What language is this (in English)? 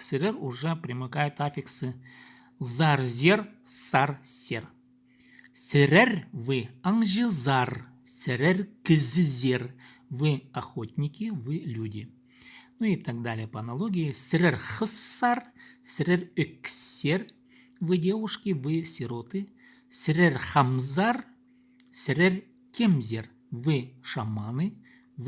Khakas